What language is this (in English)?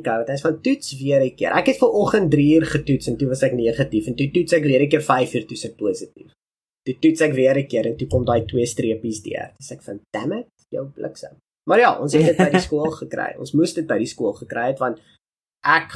Afrikaans